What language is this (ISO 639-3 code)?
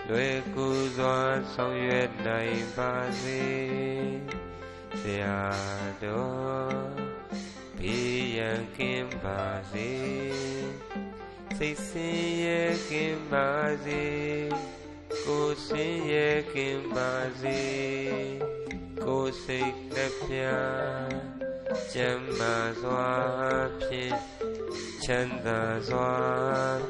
mya